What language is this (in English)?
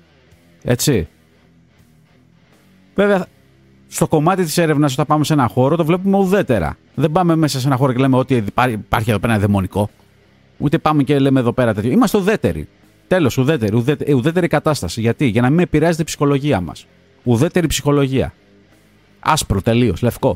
Greek